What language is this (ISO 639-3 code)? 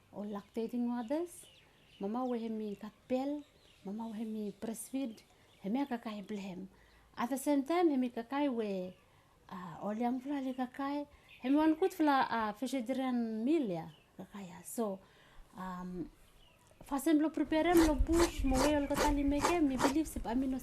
bis